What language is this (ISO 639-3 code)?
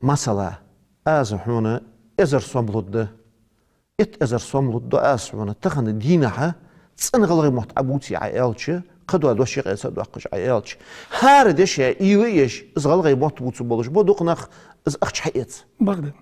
inh